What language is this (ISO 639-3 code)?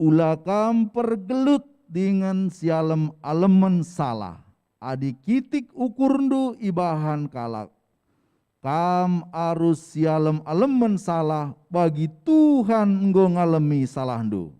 btx